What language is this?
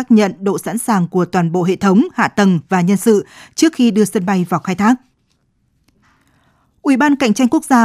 Vietnamese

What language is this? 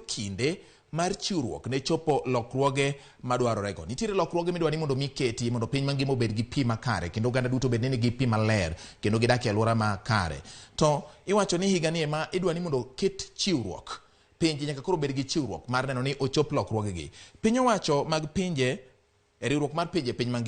Luo (Kenya and Tanzania)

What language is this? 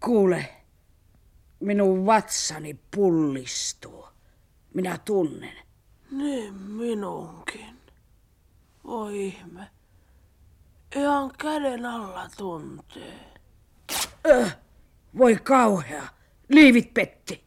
Finnish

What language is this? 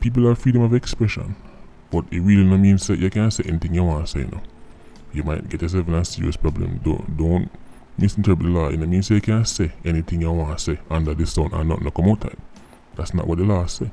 Jamaican Creole English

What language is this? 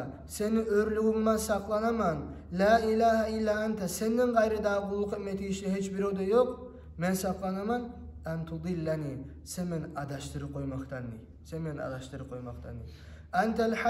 Kumyk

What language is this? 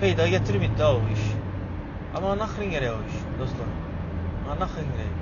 Turkmen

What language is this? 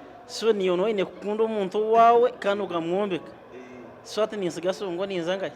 Nyankole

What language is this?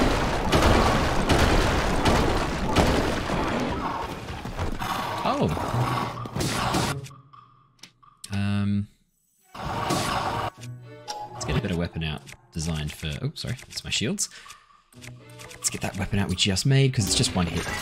English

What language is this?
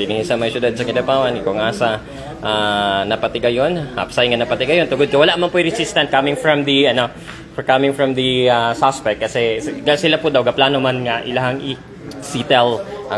Hiligaynon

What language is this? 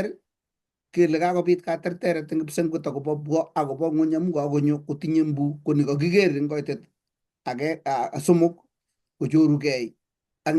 Kalenjin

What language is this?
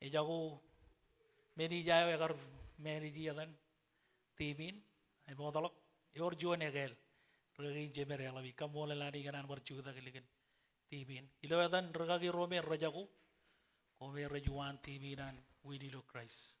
Marshallese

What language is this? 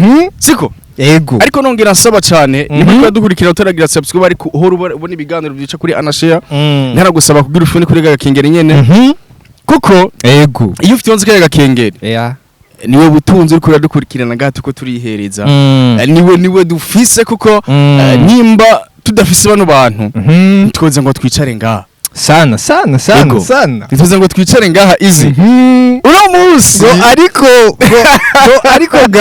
Rundi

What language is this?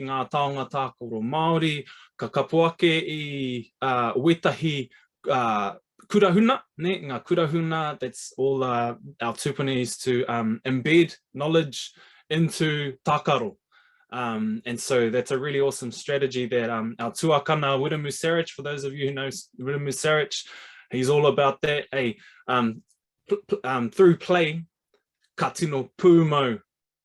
Māori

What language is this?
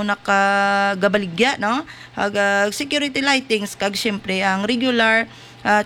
Hiligaynon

